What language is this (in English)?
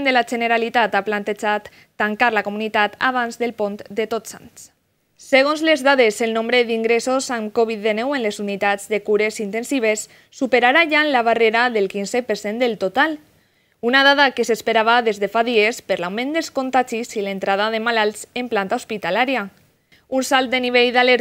Catalan